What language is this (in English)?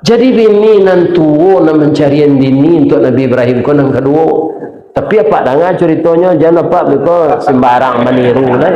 Minangkabau